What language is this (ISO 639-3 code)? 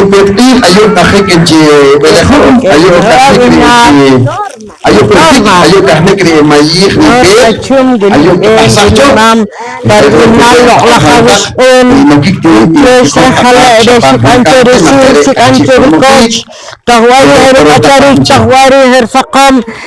poh